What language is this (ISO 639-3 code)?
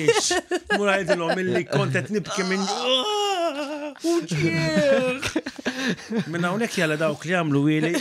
mlt